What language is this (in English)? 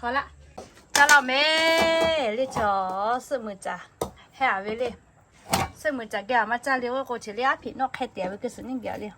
Lahu